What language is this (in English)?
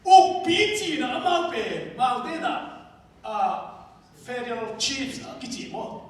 Tedim Chin